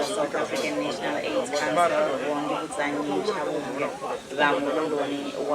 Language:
Venda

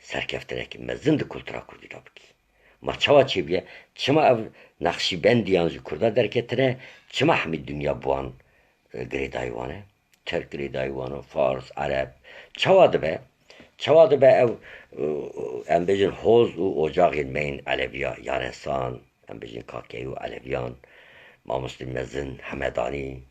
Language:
Kurdish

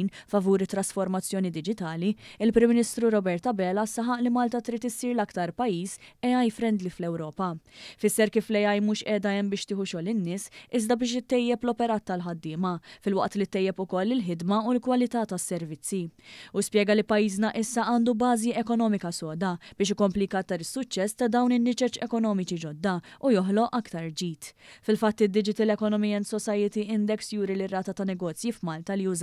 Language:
Maltese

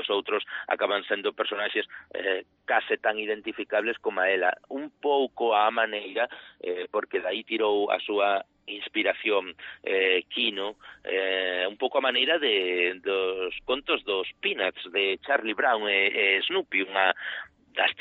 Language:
Galician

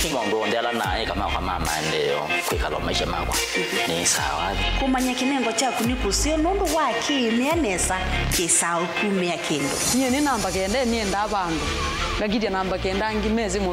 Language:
Kamba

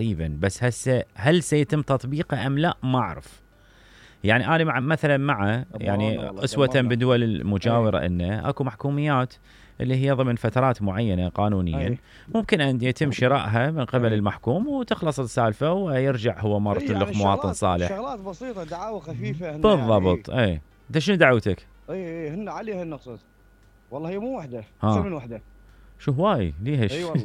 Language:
Mesopotamian Arabic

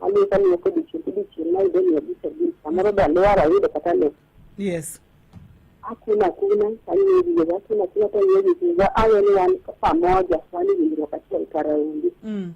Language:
Luo (Kenya and Tanzania)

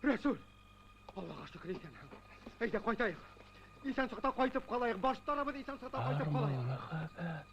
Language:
Bashkir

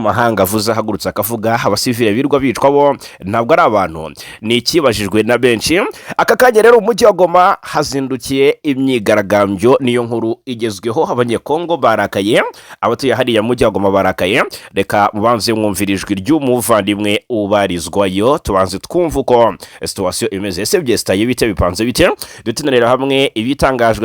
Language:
Kinyarwanda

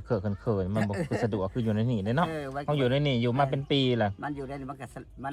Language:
Northeastern Thai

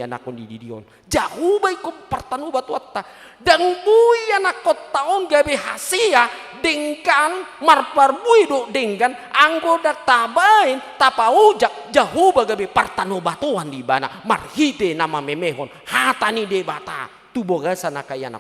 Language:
Batak Toba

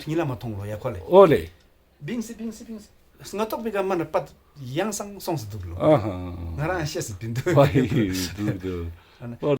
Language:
Ladakhi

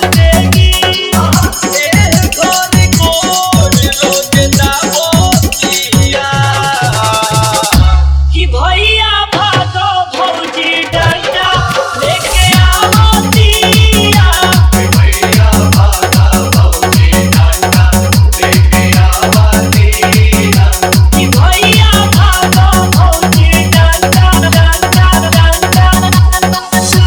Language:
Bhojpuri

